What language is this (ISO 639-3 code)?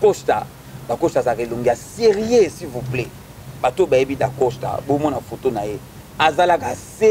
lin